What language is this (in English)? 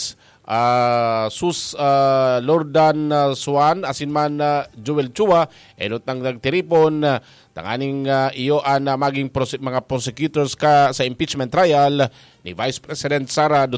Bikol